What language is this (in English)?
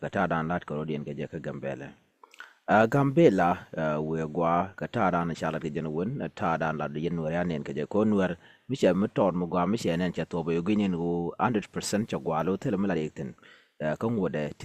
Nuer